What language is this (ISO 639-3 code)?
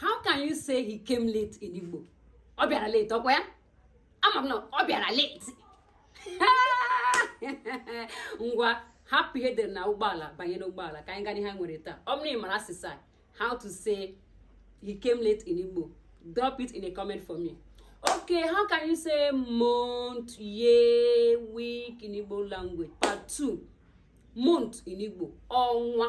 ibo